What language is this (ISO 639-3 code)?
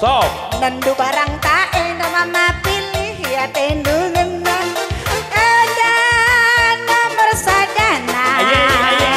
btx